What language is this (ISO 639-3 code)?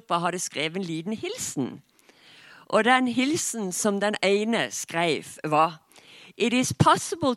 nor